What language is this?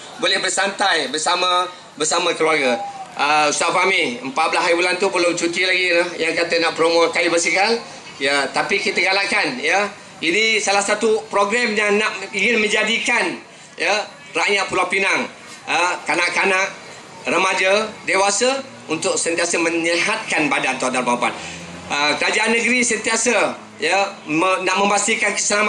Malay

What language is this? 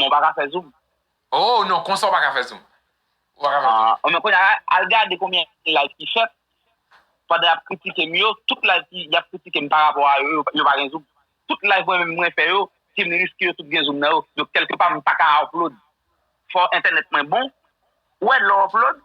Haitian Creole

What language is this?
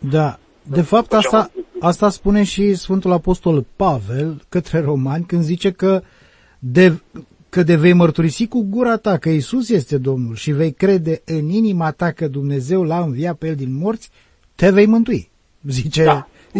Romanian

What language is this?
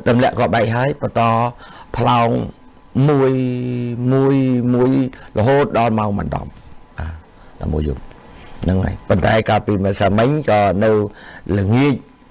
Khmer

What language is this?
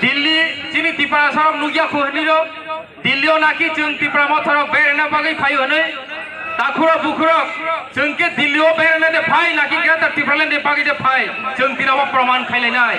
Kok Borok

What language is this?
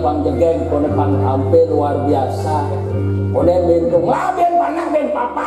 Balinese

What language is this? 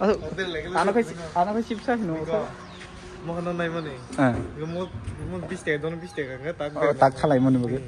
Kok Borok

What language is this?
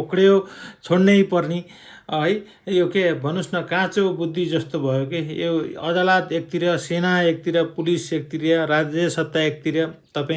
Nepali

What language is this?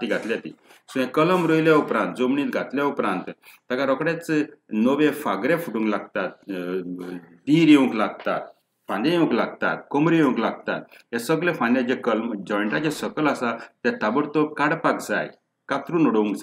Konkani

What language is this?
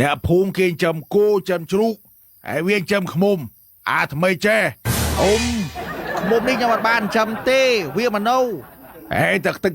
Khmer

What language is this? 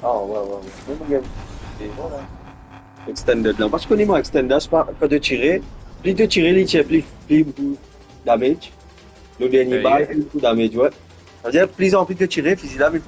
Morisyen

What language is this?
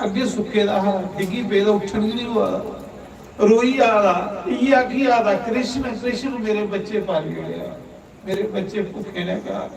Dogri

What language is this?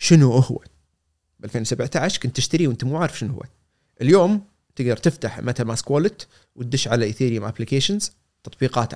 Gulf Arabic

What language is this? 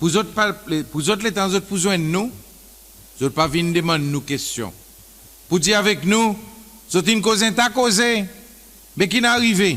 Seselwa Creole French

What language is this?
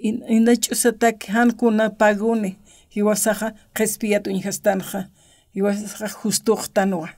Aymara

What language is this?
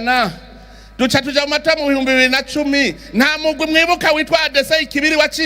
Rundi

